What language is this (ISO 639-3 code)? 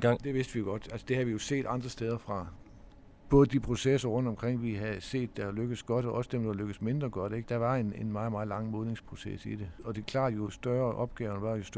dan